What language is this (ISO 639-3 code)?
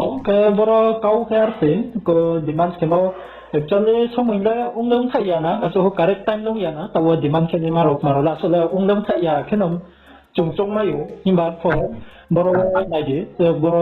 ria